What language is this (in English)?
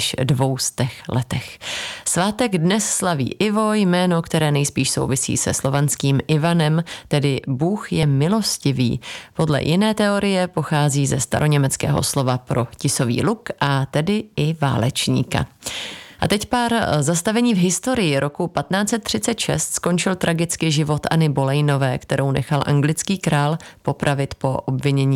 Czech